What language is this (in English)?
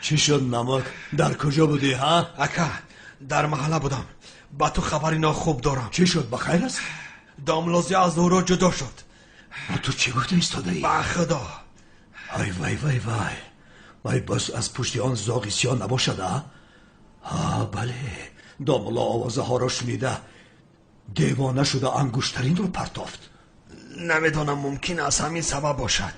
Tajik